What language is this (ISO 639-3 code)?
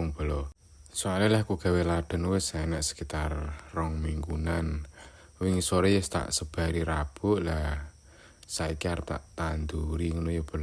jav